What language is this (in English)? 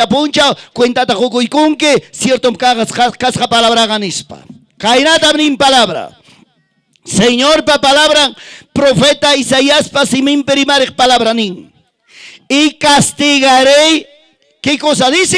Ayacucho Quechua